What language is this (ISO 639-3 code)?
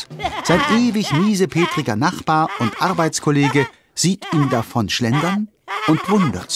deu